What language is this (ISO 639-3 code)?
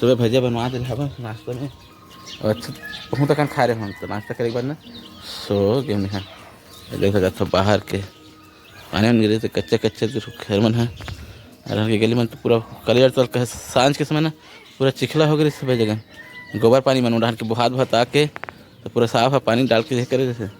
hne